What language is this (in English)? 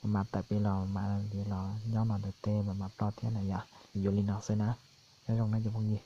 Hmong